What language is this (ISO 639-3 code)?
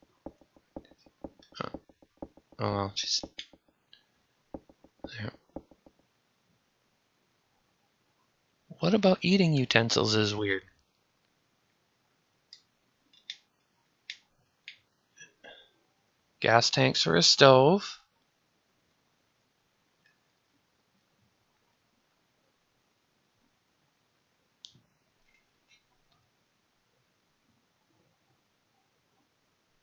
eng